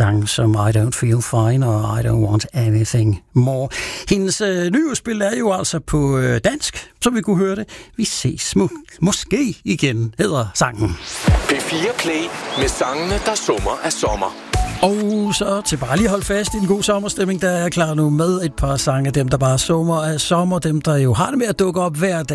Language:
Danish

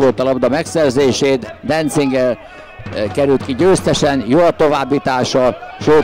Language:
Hungarian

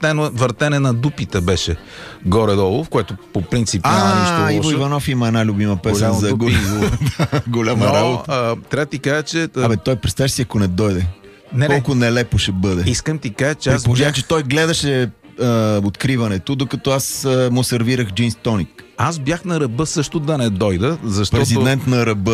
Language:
Bulgarian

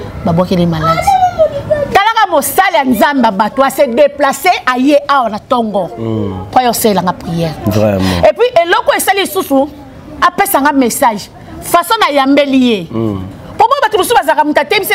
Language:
Lingala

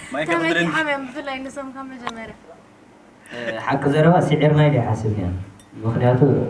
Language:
Tigrinya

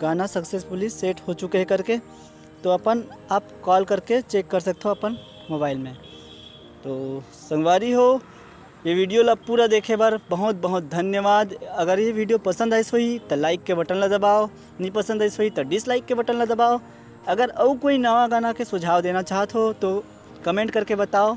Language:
Chhattisgarhi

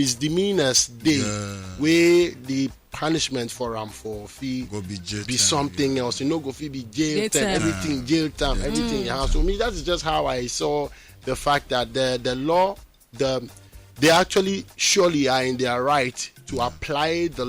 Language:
Nigerian Pidgin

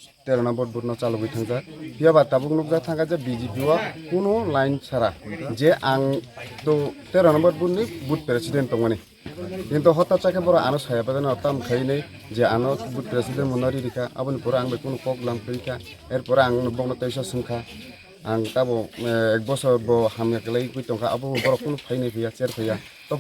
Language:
Kok Borok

